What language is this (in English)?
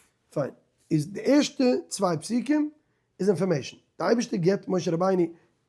Yiddish